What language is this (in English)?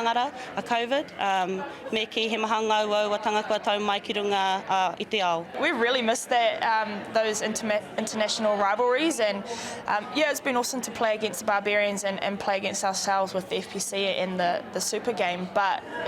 Māori